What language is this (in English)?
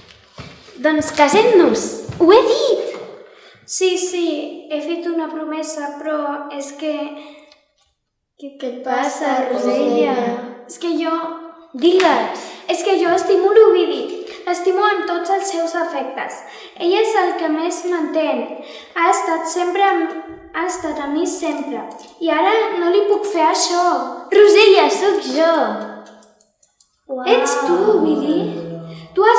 Catalan